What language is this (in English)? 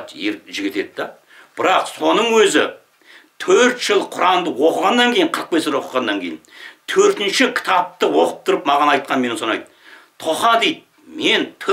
Kazakh